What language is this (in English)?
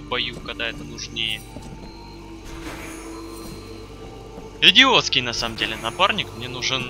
Russian